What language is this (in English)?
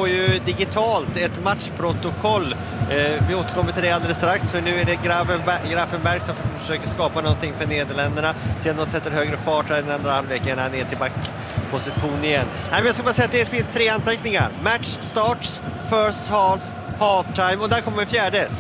Swedish